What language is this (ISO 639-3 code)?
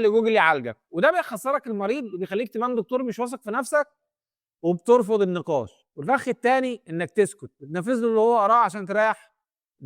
arz